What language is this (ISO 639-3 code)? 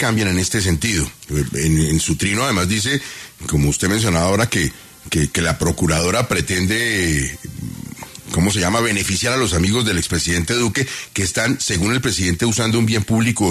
spa